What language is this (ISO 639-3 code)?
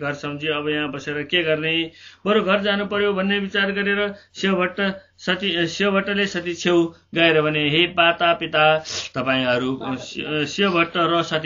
nep